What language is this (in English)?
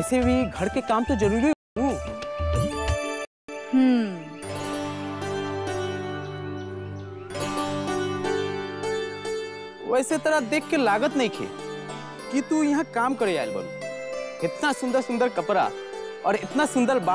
Bhojpuri